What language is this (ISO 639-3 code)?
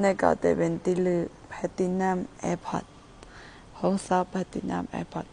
shn